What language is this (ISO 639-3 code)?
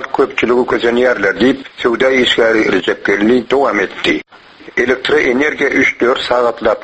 tuk